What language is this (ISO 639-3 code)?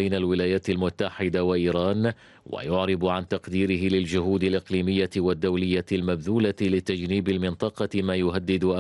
ara